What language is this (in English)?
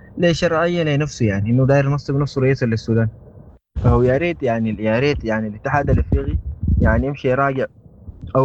Sudanese Arabic